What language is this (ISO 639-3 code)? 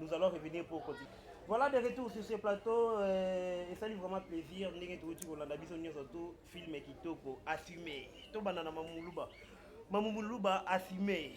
lin